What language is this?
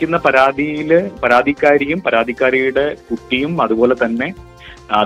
Malayalam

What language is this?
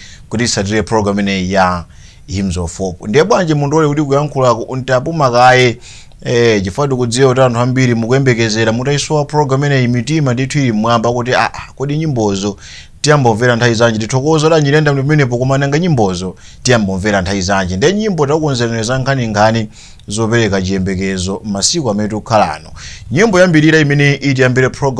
Nyanja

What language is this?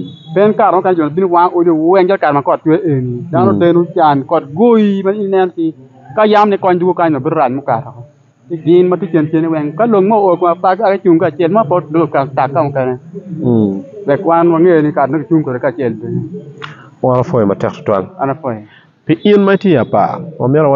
Acoli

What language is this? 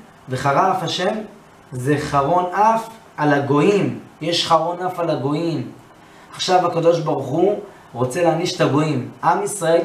Hebrew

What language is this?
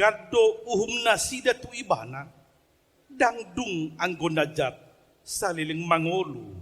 Batak Toba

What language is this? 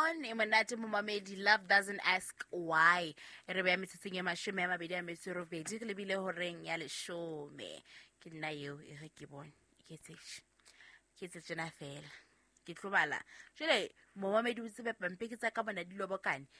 Southern Sotho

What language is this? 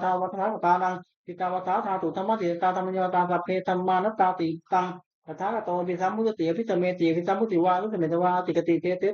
Pali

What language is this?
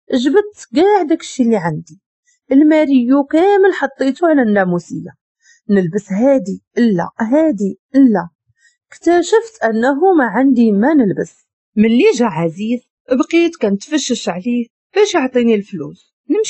Moroccan Arabic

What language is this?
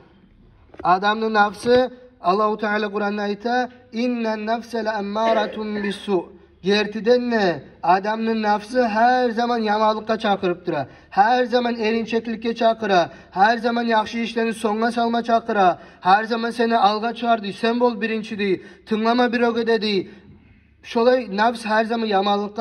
Kumyk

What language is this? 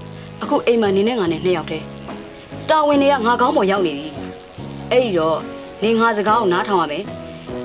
Burmese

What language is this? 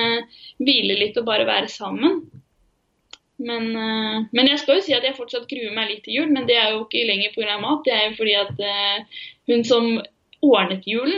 Norwegian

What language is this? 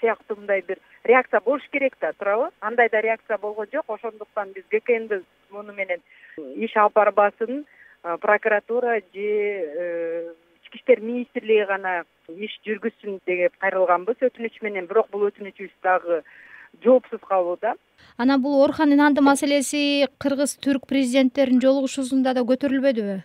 Kyrgyz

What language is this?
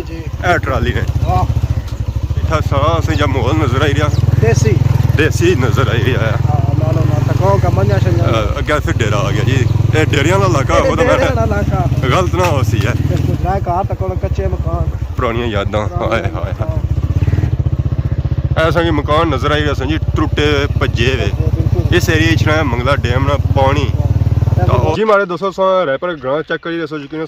Pahari-Potwari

